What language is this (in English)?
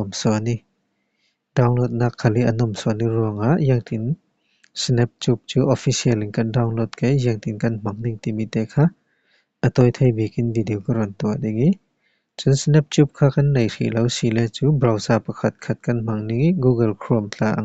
Falam Chin